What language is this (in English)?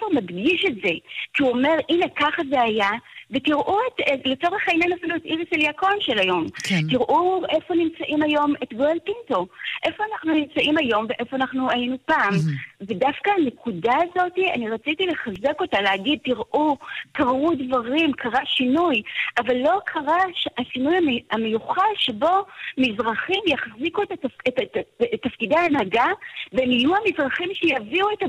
Hebrew